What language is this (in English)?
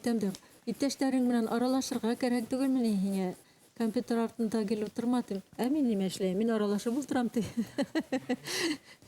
Bashkir